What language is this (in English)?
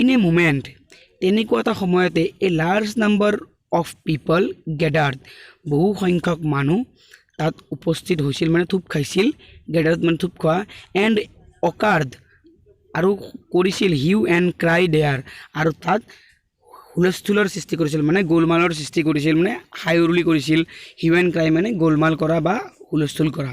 Assamese